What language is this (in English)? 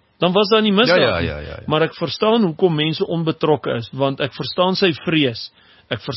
Afrikaans